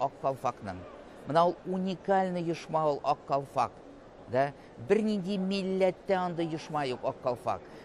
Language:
Tatar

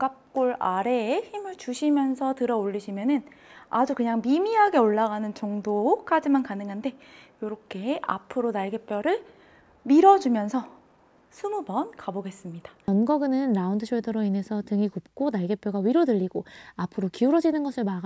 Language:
Korean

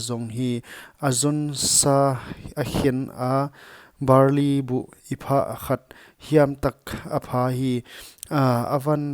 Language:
Paite Chin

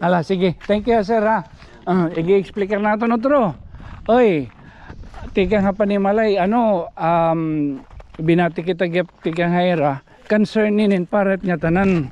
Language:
Waray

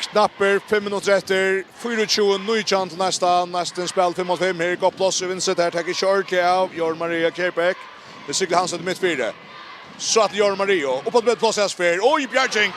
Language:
Faroese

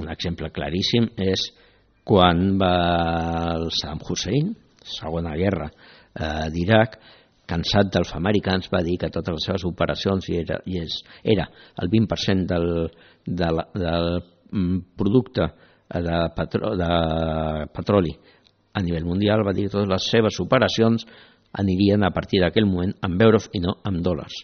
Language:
Catalan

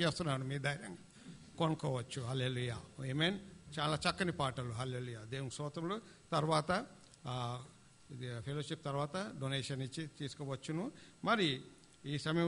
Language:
Telugu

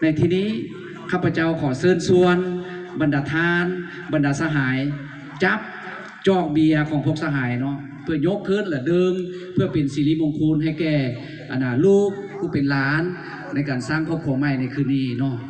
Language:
Lao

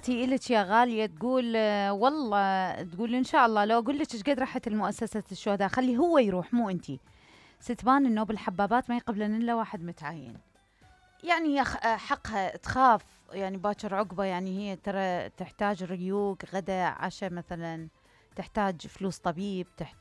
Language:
Mesopotamian Arabic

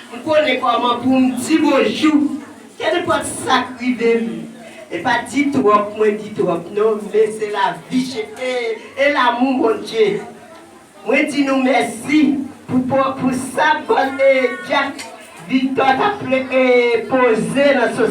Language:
Haitian Creole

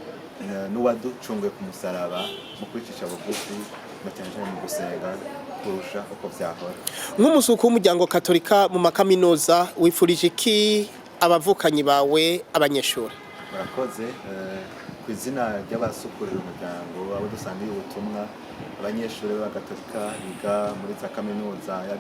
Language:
Rundi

